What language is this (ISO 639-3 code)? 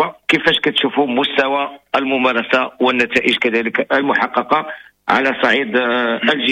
ary